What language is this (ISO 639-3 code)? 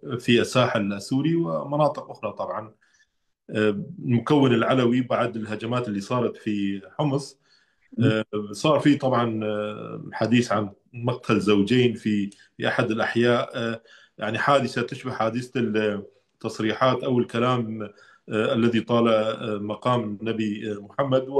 apc